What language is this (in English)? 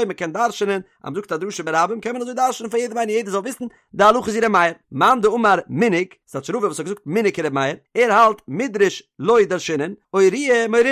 Yiddish